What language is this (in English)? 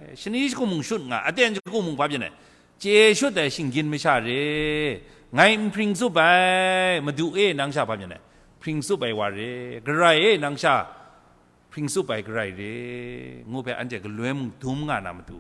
Kachin